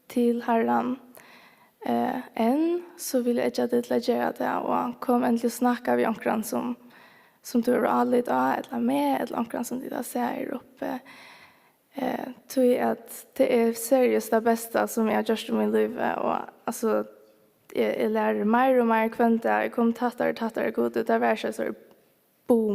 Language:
Faroese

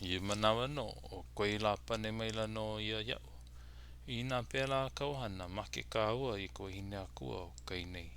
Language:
Hawaiian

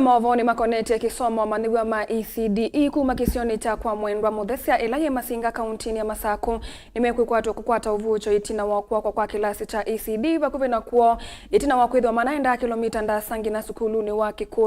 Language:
Kamba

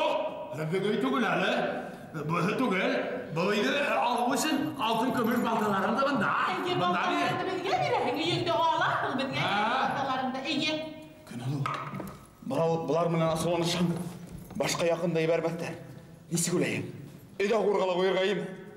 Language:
Bashkir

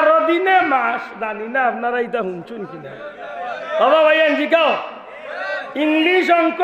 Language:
Sylheti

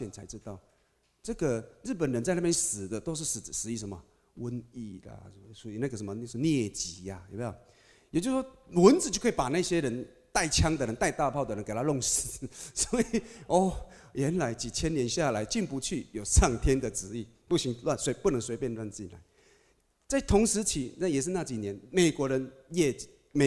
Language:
Chinese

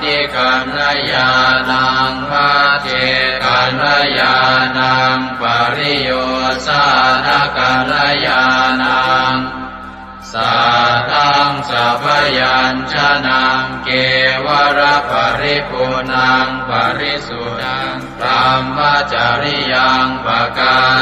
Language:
Pali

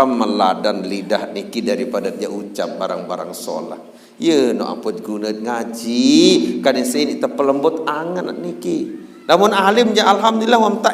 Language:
Sasak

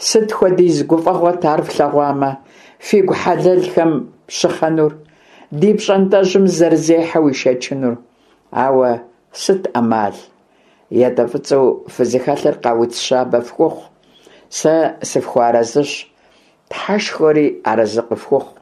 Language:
Kabardian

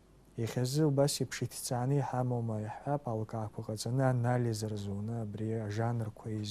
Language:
Abkhazian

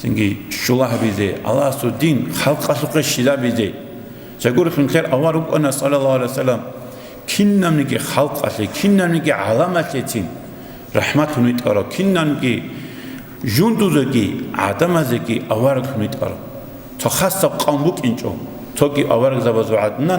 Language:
Avaric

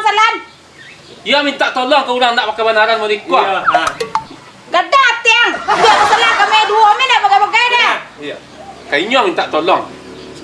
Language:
Minangkabau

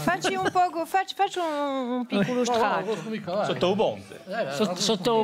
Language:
Corsican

